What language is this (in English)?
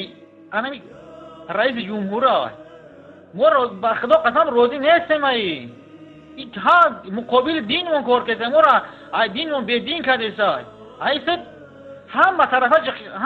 Tajik